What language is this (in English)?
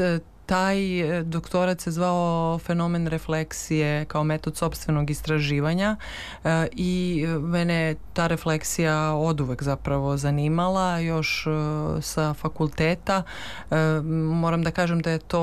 Serbian